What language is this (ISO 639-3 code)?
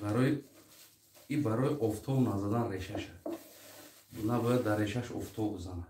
tgk